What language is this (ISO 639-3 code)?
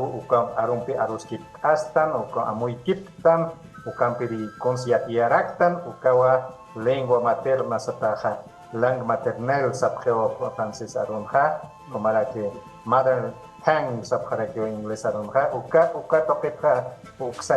aym